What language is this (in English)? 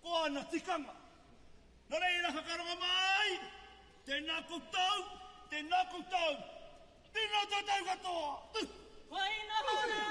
Māori